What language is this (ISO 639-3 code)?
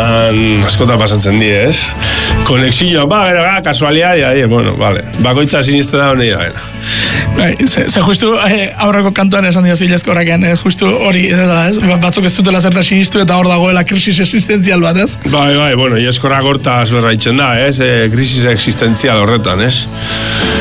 eus